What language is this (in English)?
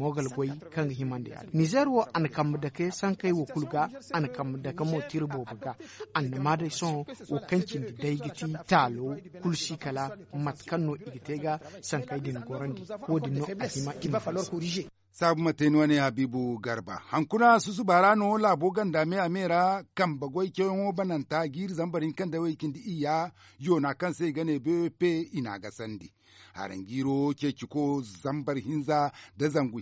Zarma